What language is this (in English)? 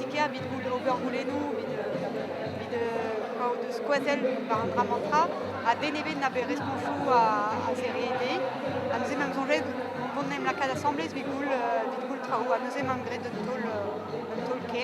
Breton